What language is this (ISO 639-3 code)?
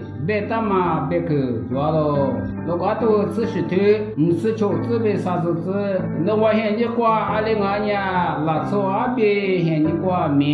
lis